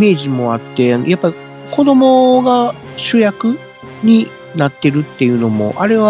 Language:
Japanese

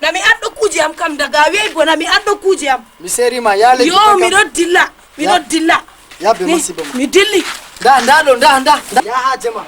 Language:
Fula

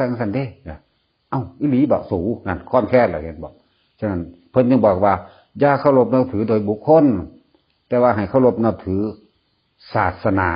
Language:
Northeastern Thai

